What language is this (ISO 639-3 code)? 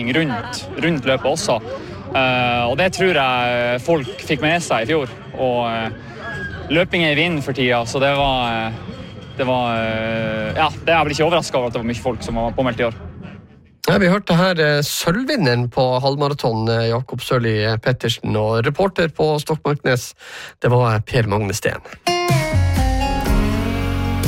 nor